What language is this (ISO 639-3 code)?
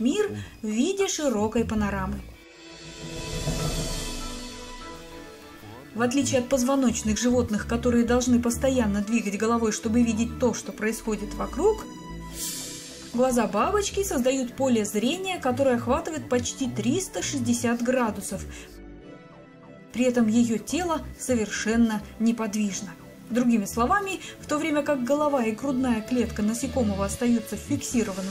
rus